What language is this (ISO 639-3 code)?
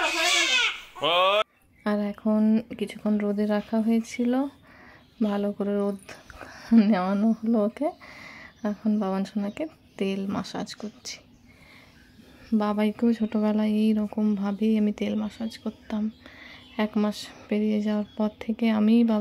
ben